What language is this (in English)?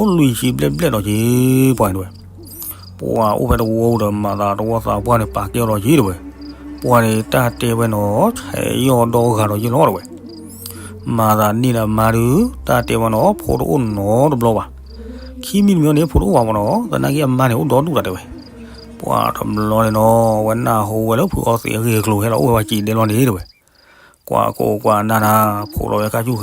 S'gaw Karen